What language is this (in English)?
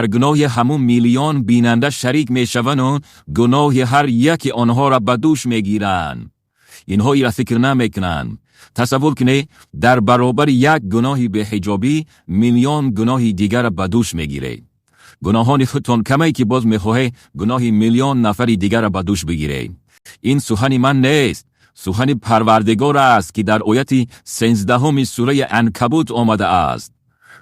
Tajik